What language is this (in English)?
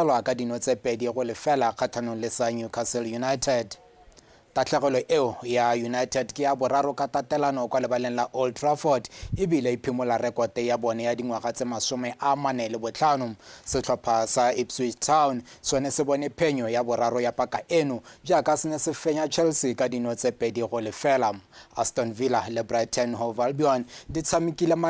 Tswana